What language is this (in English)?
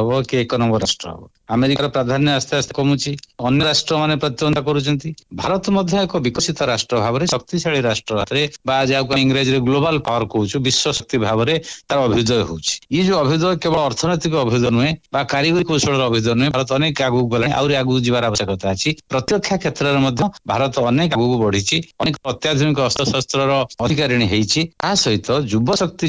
Odia